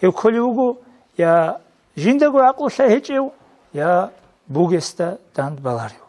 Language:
Avaric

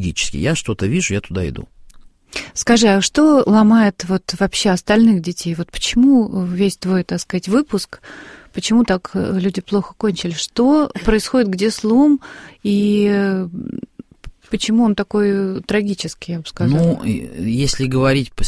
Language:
Russian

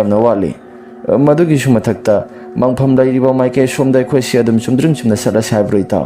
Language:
Manipuri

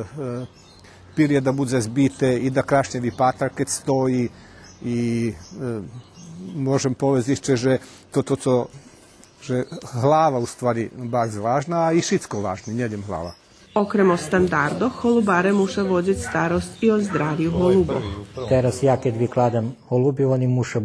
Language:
Rusyn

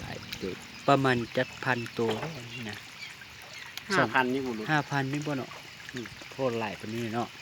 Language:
Lao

